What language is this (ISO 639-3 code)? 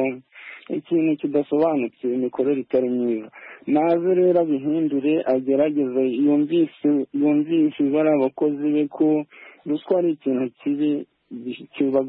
kin